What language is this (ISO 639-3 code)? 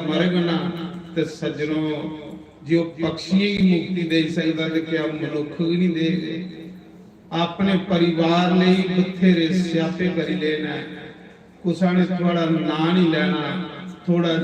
doi